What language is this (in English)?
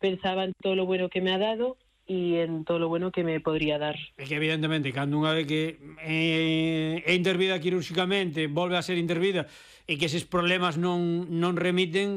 Galician